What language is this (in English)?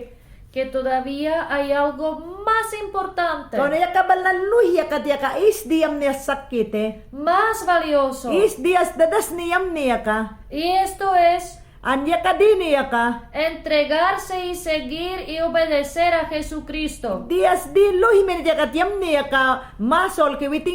Mayangna